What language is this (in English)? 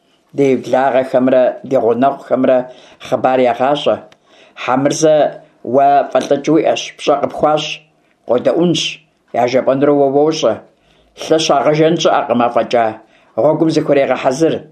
Kabardian